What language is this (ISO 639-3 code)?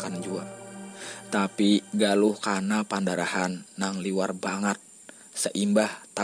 bjn